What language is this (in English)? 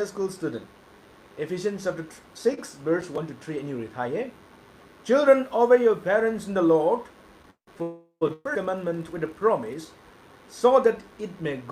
Rongmei Naga